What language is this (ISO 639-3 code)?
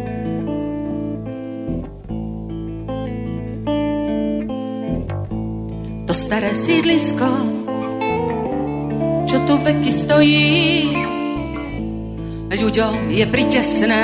slk